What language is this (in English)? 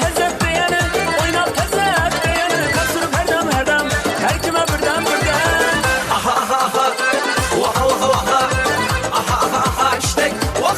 Kara-Kalpak